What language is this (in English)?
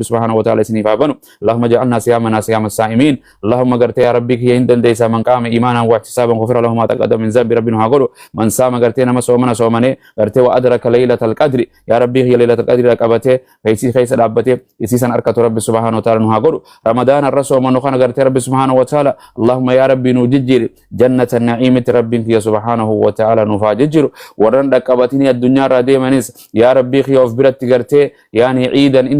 Oromo